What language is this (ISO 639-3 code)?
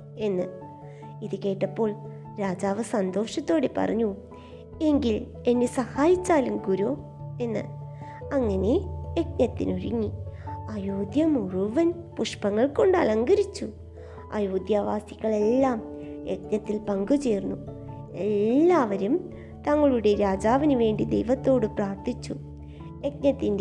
mal